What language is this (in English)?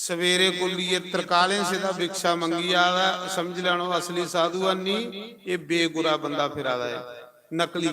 Dogri